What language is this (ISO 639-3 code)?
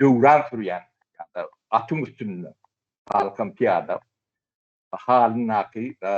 tuk